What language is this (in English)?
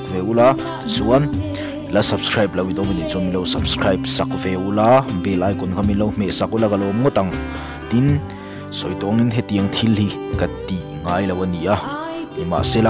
Mizo